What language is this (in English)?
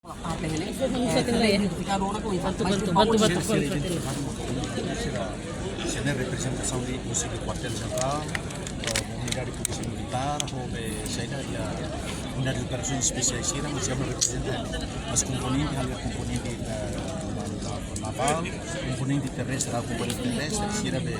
Tetum